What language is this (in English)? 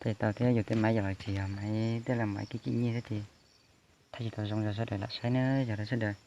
Hmong